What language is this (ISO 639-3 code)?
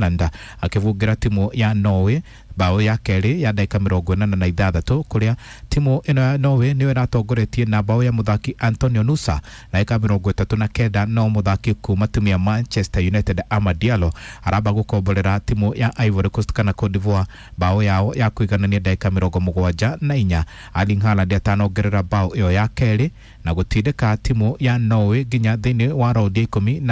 kik